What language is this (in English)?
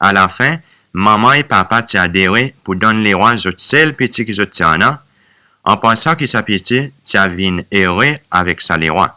Seselwa Creole French